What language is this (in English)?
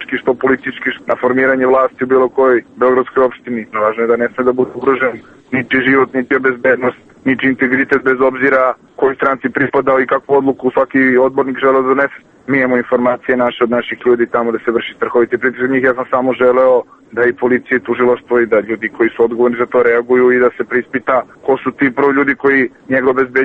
Serbian